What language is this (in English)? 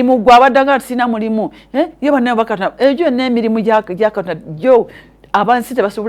Ganda